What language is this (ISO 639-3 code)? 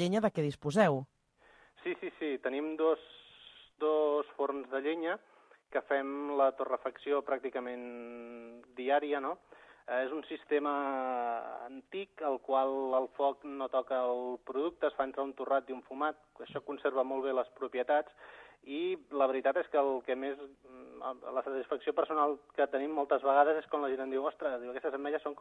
cat